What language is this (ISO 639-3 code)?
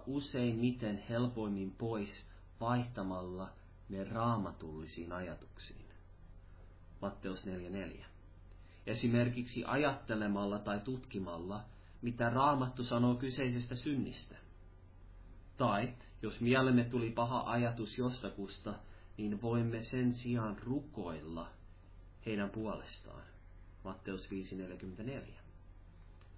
fin